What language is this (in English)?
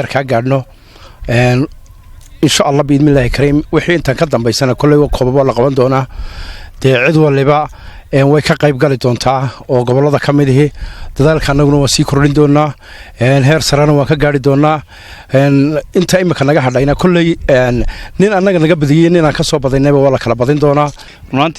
Somali